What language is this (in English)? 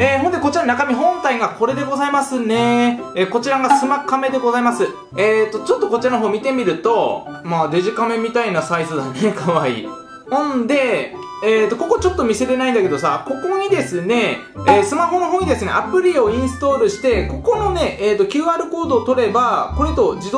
Japanese